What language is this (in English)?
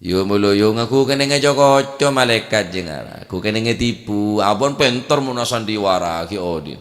Madurese